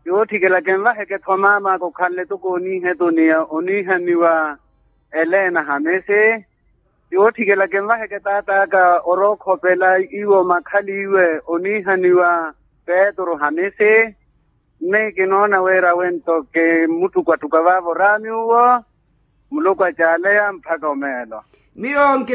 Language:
Makhuwa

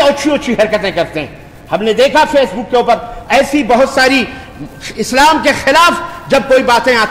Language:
Urdu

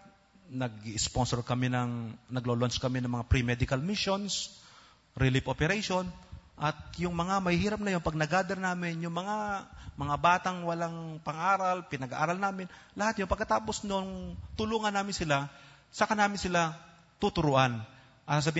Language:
Filipino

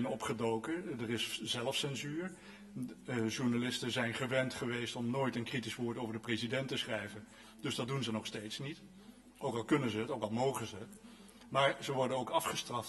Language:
Dutch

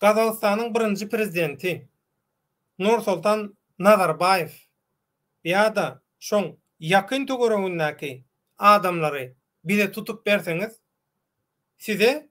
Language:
Turkmen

